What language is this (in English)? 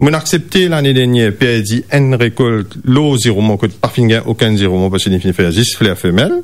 Morisyen